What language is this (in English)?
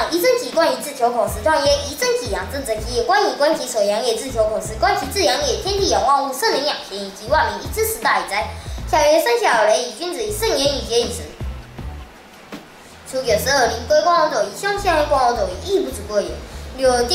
Literary Chinese